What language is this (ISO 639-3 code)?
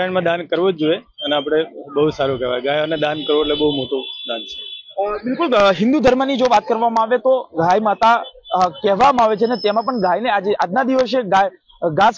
guj